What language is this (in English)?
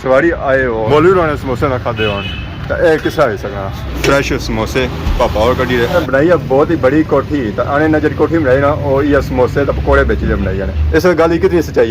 Pahari-Potwari